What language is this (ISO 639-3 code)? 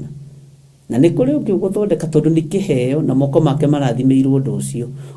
kik